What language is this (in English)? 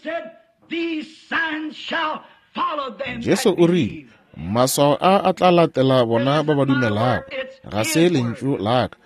Northern Sotho